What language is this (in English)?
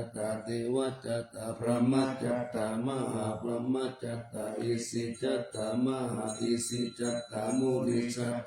Pali